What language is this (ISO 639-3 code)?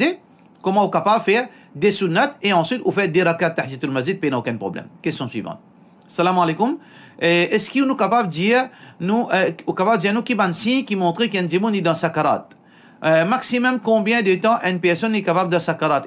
mfe